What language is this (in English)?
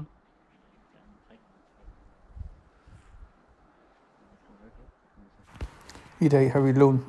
Danish